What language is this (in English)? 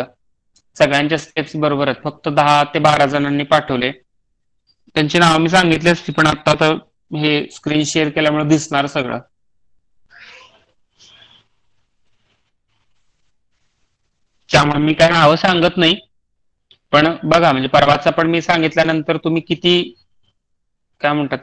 Marathi